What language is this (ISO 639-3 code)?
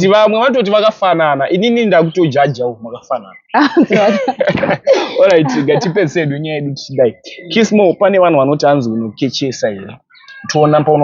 sna